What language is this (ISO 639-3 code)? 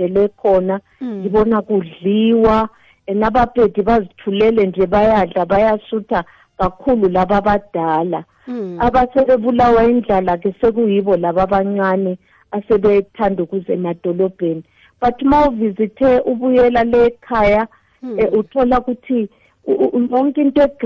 nbl